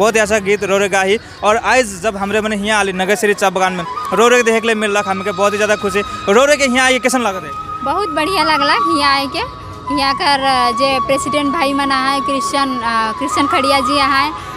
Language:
Sadri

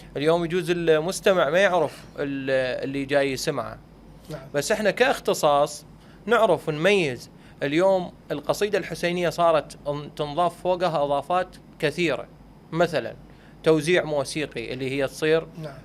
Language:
Mesopotamian Arabic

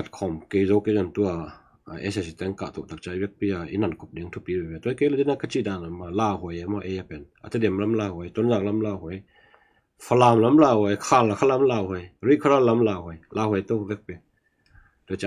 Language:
Tedim Chin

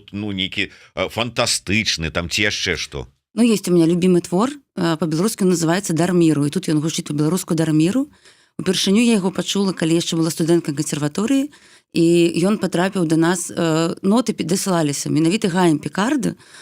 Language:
Belarusian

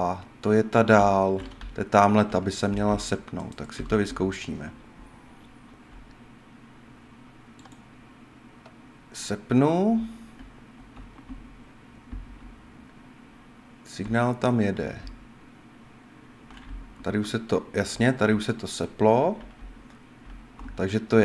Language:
Czech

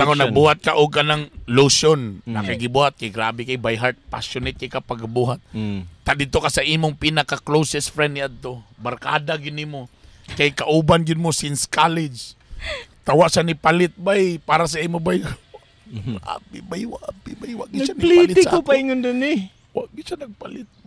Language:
Cebuano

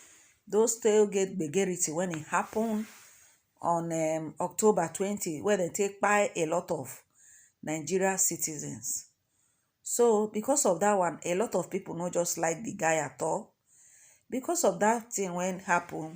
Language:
Nigerian Pidgin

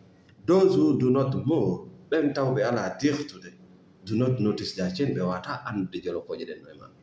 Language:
Fula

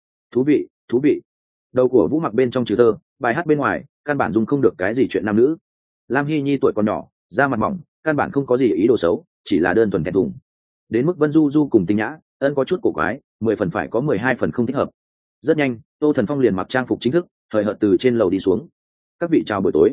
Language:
Vietnamese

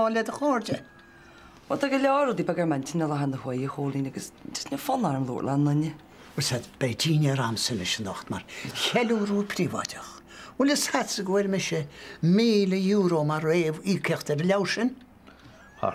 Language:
Irish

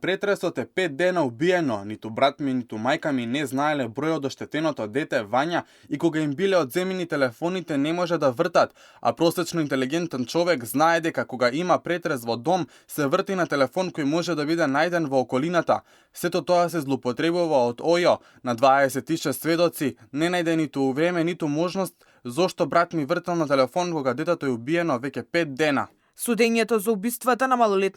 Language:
Macedonian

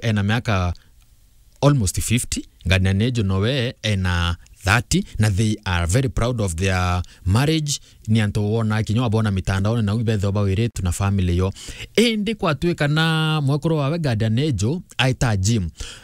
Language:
Meru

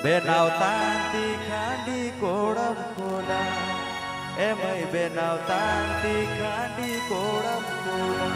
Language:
Santali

